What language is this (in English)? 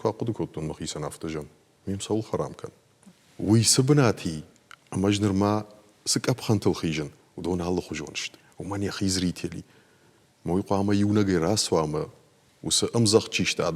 Ossetic